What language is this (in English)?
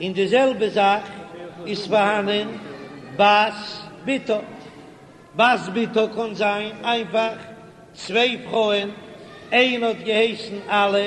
Yiddish